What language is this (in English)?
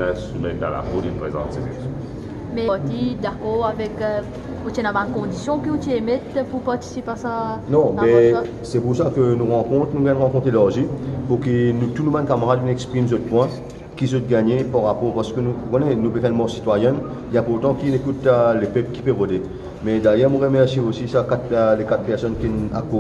Morisyen